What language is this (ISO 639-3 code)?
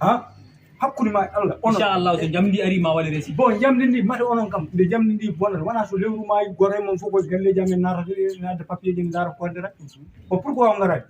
ful